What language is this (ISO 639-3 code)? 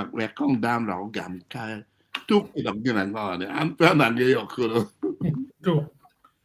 ach